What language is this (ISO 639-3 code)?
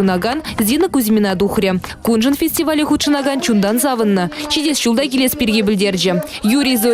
chv